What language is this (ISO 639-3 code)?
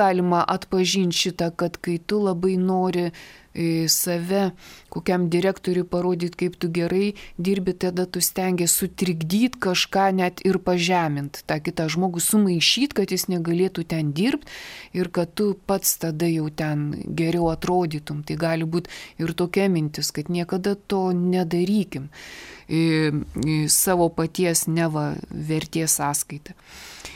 lit